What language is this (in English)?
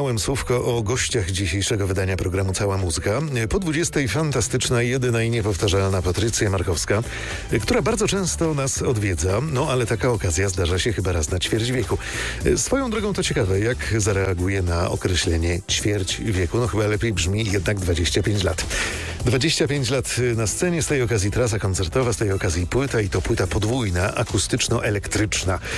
Polish